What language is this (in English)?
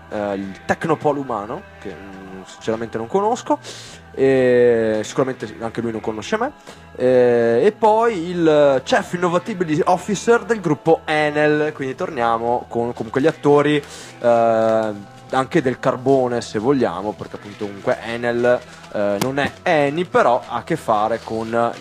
Italian